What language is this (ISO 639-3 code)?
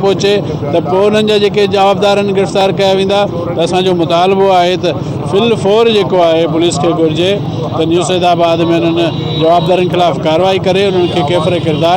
snd